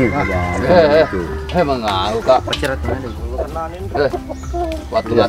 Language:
Buginese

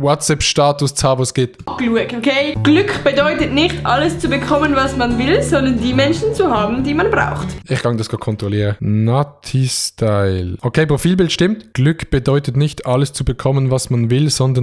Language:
Swiss German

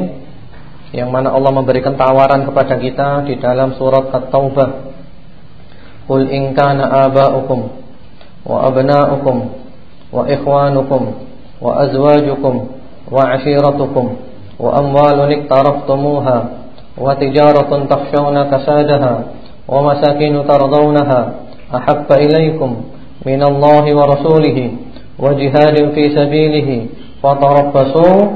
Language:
Indonesian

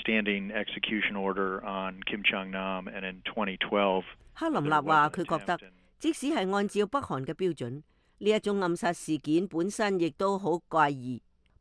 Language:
Cantonese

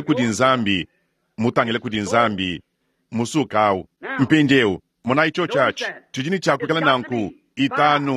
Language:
Luba-Lulua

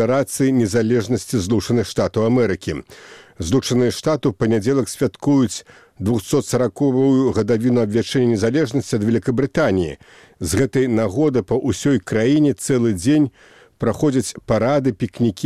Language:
Belarusian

